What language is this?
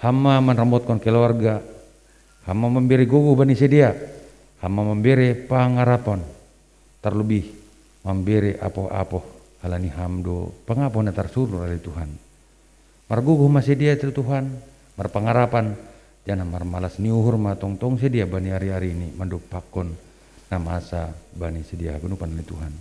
Batak Simalungun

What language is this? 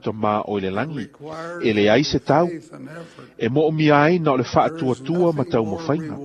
Samoan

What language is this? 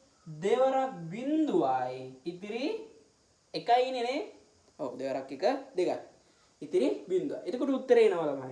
Sinhala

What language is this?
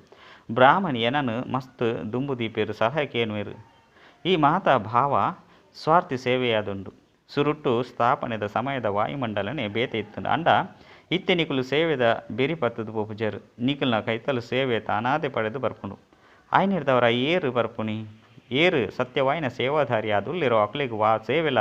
Tulu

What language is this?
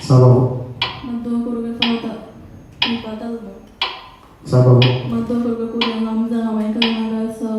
Divehi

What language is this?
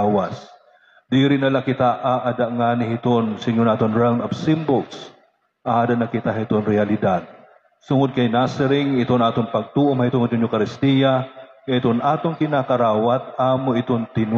Waray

